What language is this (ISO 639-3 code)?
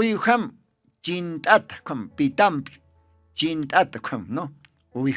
aym